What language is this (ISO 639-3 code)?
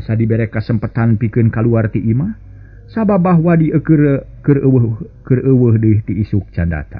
sun